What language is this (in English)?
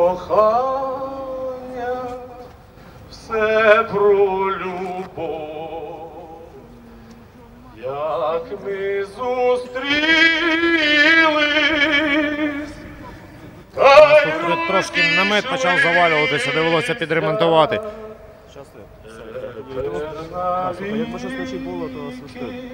Ukrainian